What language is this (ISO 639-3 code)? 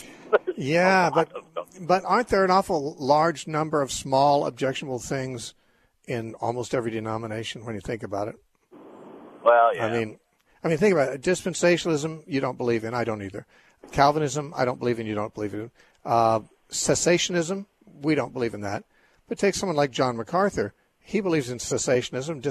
eng